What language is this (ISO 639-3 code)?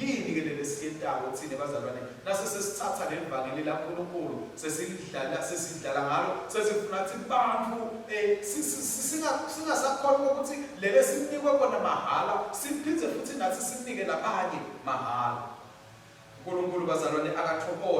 ssw